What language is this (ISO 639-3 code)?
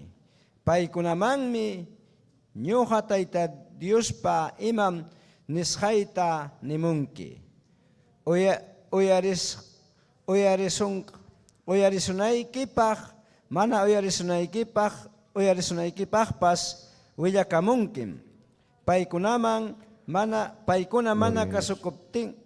quy